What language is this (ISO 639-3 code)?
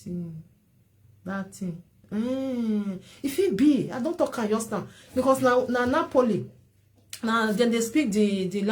pcm